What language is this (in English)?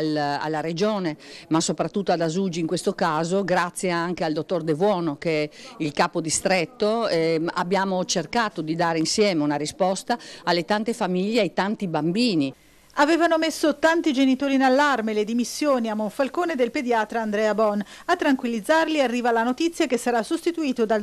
Italian